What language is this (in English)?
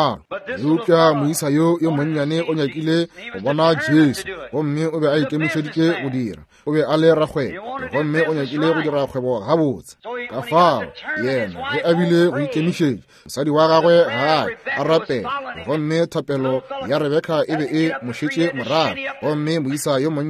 Northern Sotho